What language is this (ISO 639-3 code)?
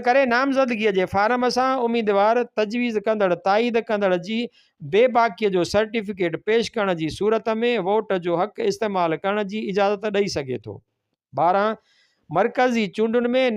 snd